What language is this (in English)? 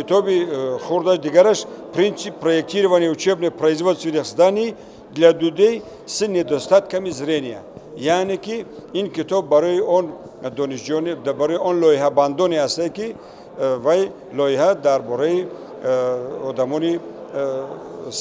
Tajik